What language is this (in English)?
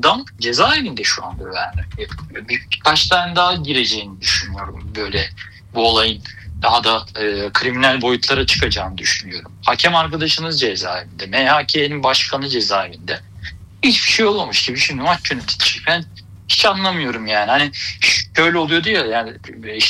Turkish